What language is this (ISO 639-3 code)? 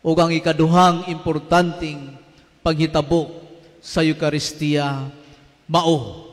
ceb